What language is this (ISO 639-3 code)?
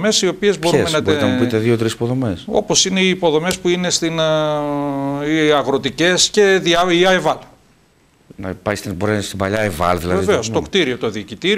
ell